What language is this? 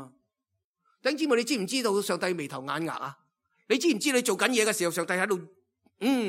Cantonese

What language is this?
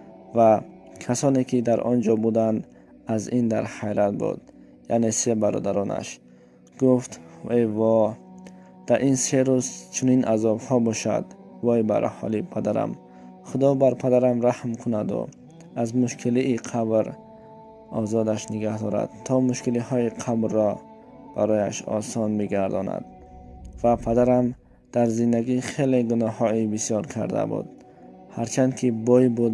Tajik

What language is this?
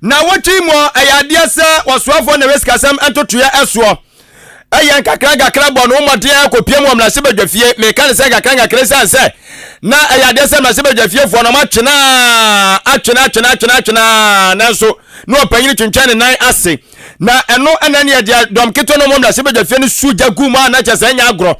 Akan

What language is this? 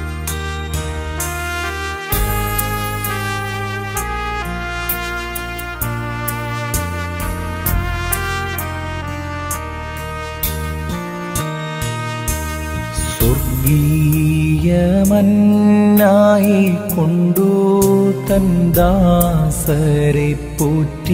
Malayalam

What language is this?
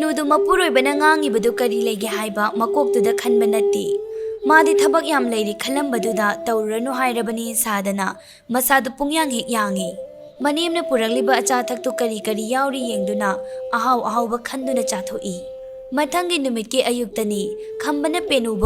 Manipuri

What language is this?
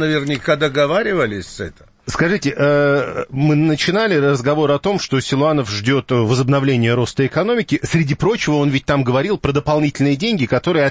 Russian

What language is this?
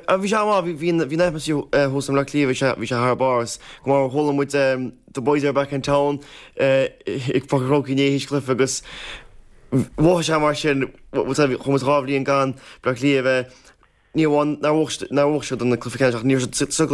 Irish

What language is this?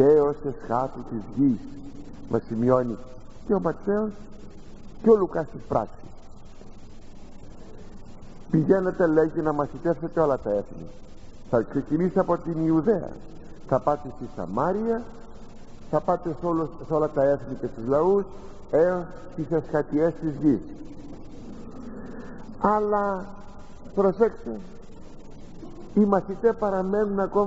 Greek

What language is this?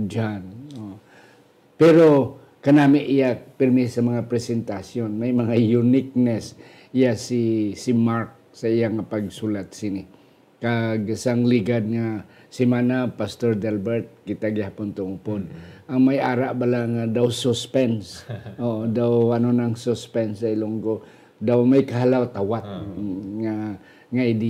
Hiligaynon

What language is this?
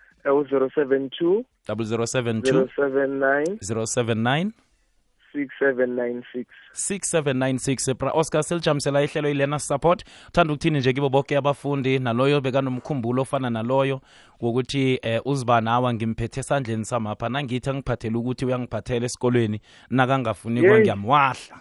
South Ndebele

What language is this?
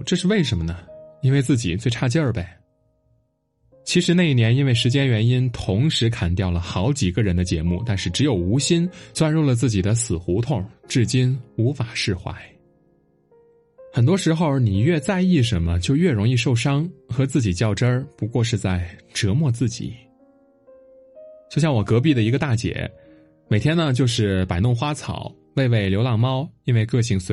Chinese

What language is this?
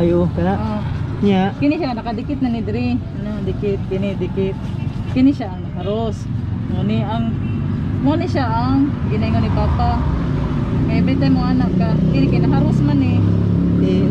Cebuano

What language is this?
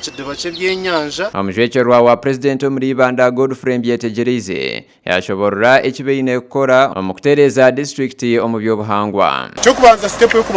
Nyankole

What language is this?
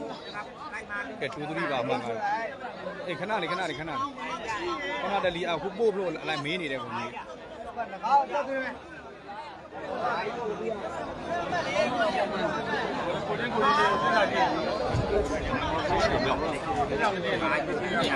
Burmese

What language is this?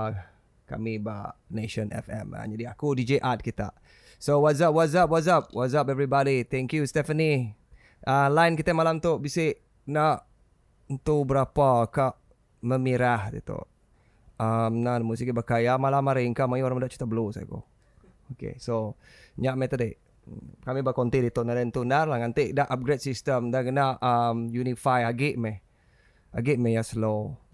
Iban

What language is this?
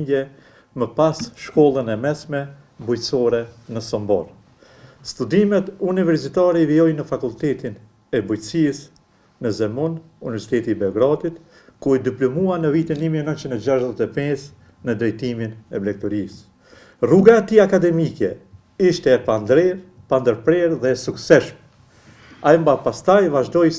Albanian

